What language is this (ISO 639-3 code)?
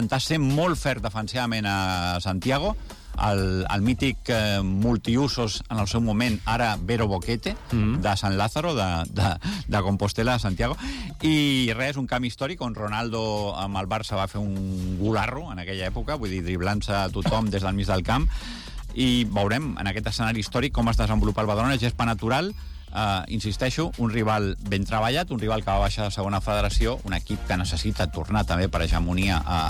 cat